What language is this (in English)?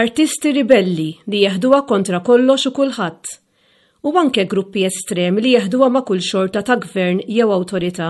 Maltese